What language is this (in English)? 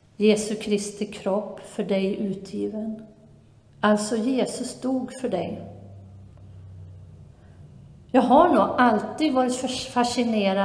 Swedish